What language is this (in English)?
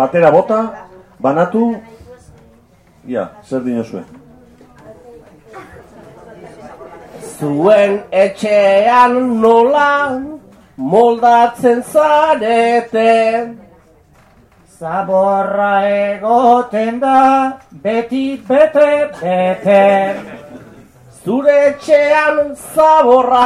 Basque